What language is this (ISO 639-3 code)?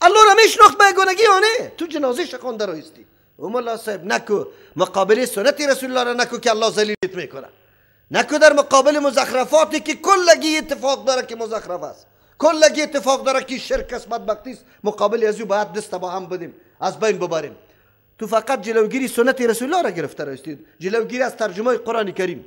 fas